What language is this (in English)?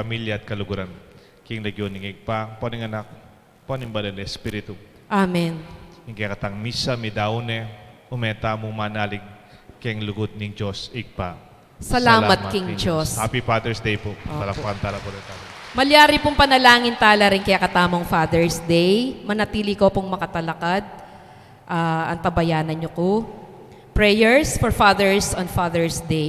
Pampanga